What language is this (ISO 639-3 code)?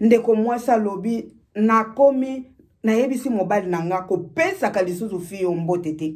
lin